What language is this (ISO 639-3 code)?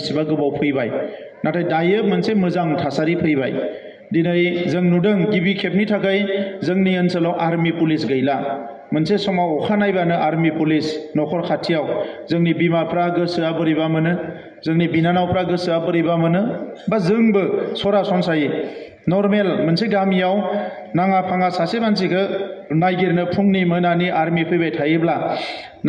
brx